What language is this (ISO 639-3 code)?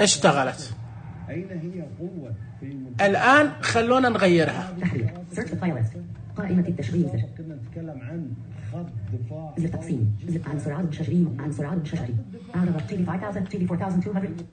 ars